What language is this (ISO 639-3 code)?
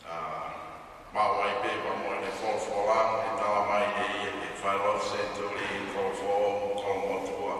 ton